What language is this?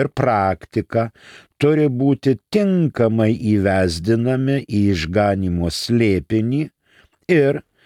Lithuanian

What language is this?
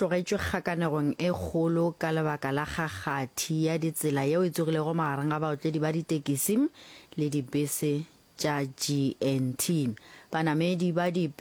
Northern Sotho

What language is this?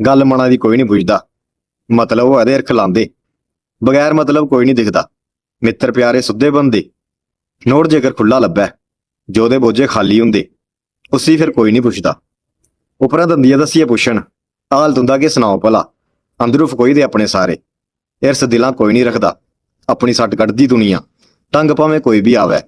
Dogri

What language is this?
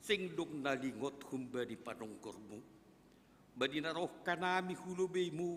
Batak Simalungun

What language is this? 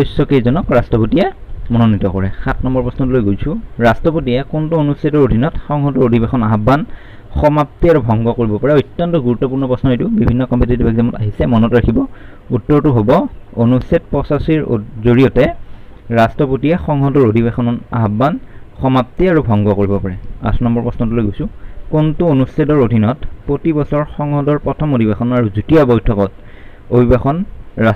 Assamese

